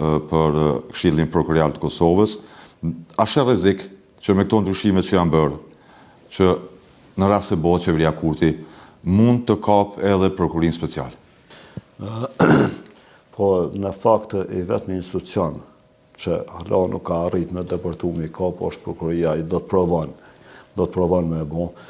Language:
Albanian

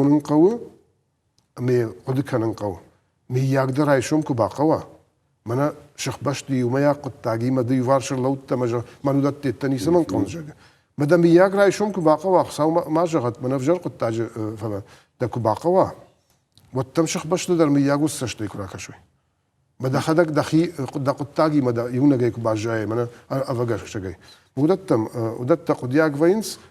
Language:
Ossetic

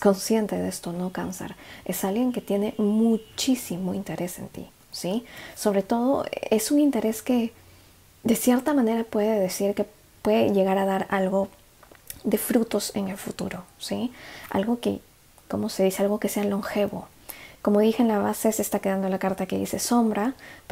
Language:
Spanish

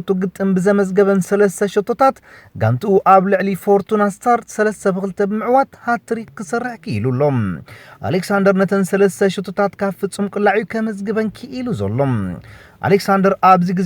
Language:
Tigrinya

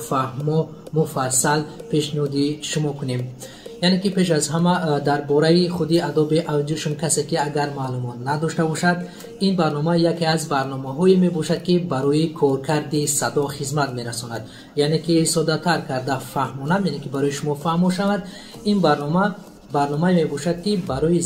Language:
Tajik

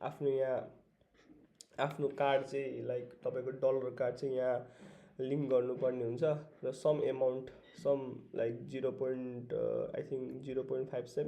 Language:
Nepali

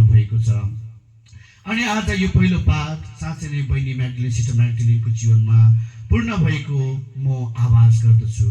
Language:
Nepali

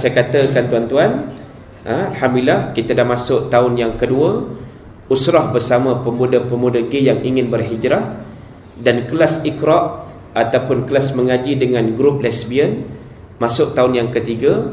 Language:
Malay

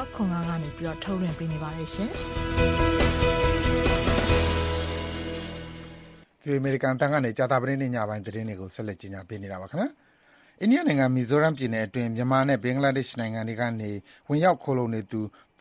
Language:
Burmese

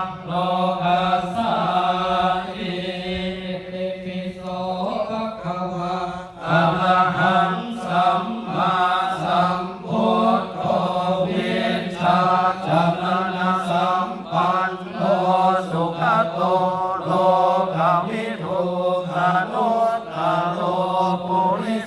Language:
Pali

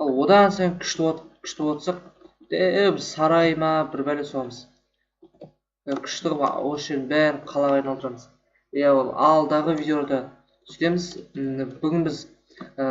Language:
Kazakh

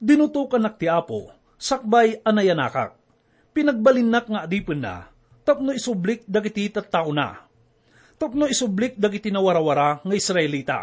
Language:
Iloko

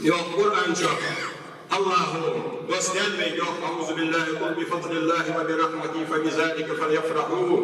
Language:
Ingush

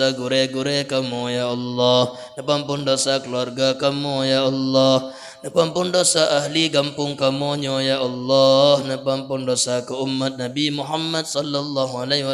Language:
Achinese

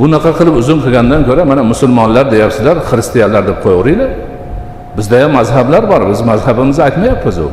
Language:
Uzbek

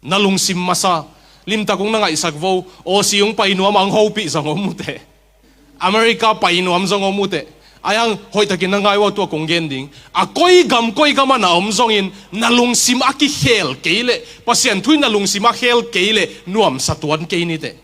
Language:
Tedim Chin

